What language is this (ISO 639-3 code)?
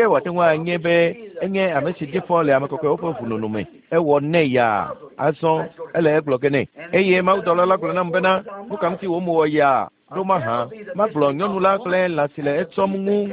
ewe